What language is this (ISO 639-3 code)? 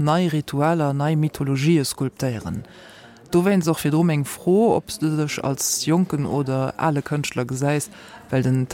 ltz